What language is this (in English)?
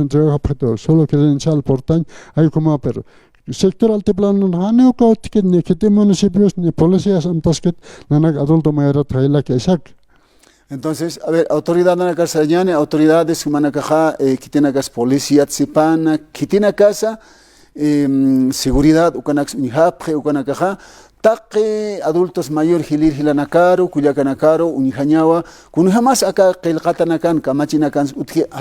Aymara